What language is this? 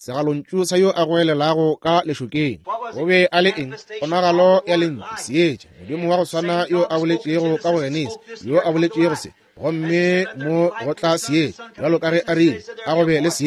Northern Sotho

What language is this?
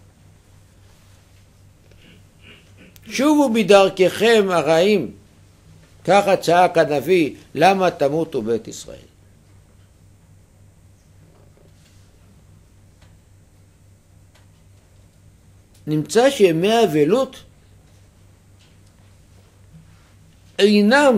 Hebrew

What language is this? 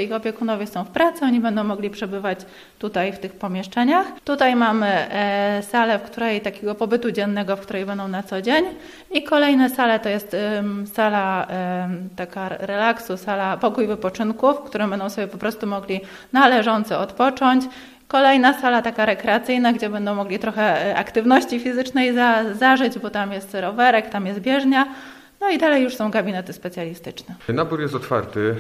Polish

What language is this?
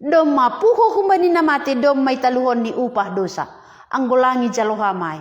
Batak Simalungun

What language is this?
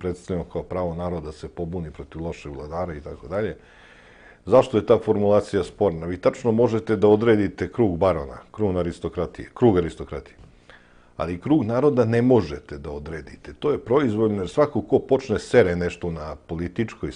Serbian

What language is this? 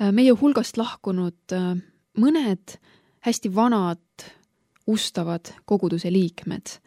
Estonian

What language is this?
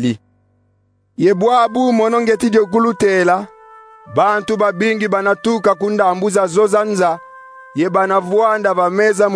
Kongo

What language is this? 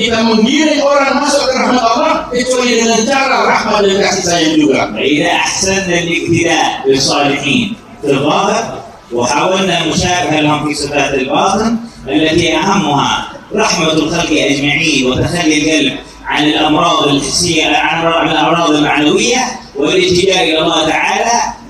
Indonesian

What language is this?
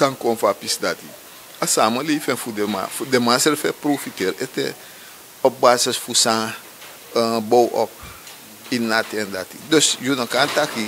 Sranan Tongo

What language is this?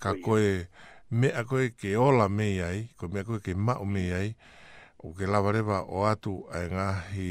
Tongan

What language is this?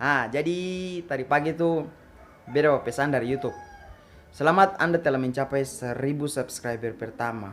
Ambonese Malay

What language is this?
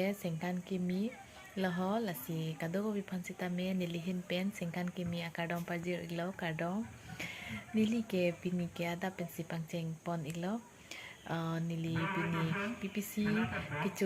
Karbi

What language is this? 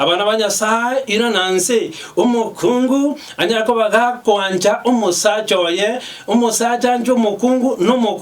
Gusii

